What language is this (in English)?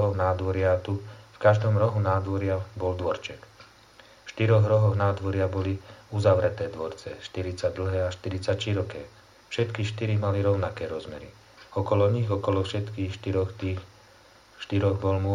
Slovak